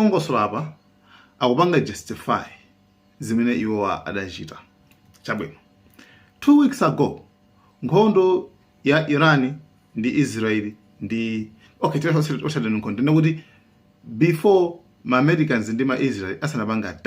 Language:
Nyanja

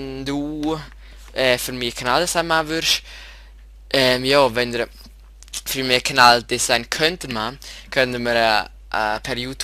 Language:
Swiss German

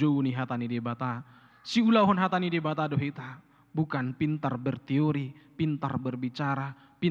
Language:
Batak Toba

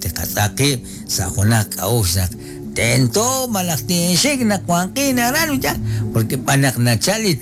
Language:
Kekchí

